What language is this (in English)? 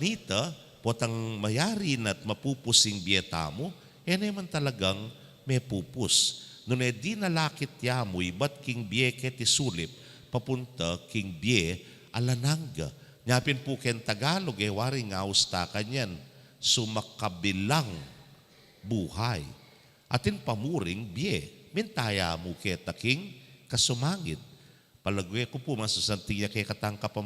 Pampanga